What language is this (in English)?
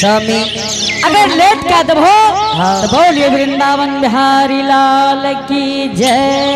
Angika